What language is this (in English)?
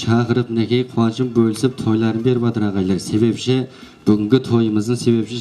Kara-Kalpak